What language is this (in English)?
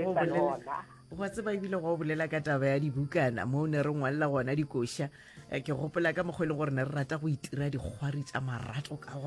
Northern Sotho